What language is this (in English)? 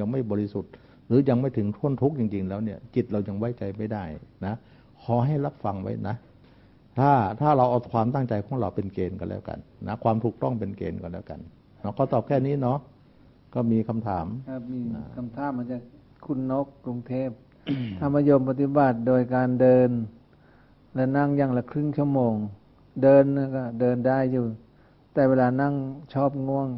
Thai